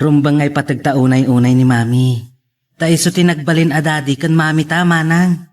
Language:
Iloko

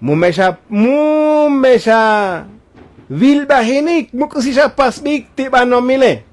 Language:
Tzotzil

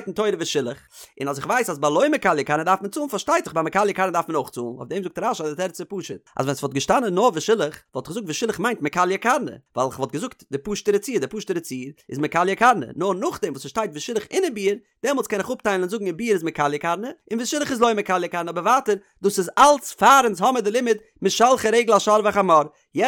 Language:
Yiddish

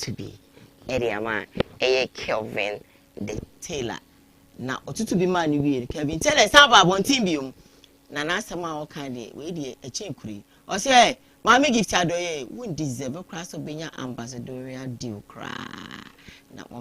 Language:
Akan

